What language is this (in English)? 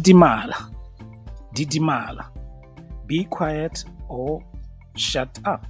Tswana